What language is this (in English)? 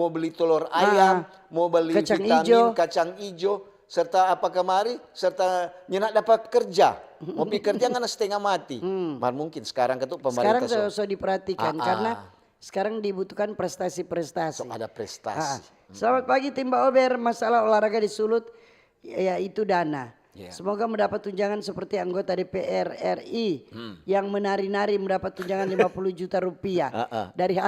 Manado Malay